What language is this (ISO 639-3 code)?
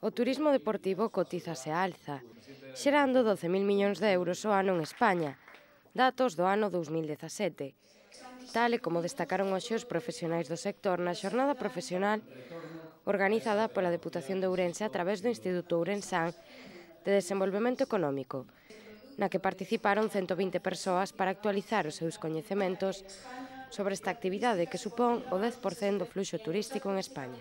glg